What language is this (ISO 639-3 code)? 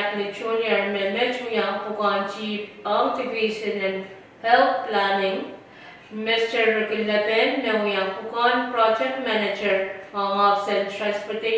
pon